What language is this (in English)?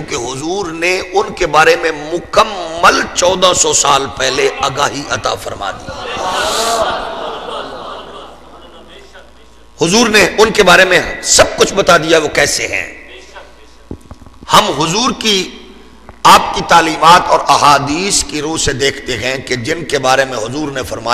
Urdu